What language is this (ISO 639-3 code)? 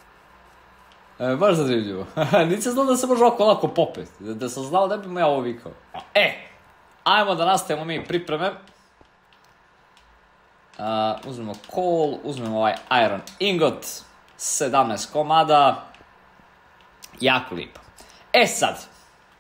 hrv